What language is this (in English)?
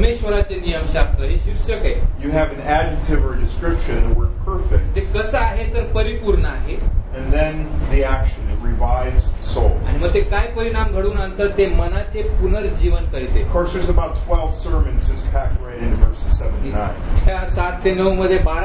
Marathi